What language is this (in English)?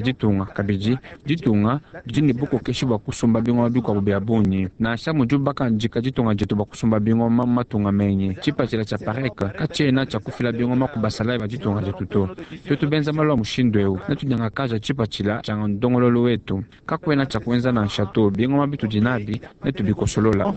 Luba-Lulua